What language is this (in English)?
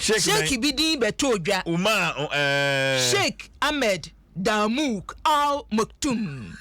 Akan